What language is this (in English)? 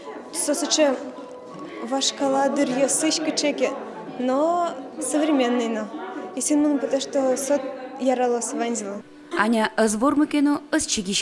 Udmurt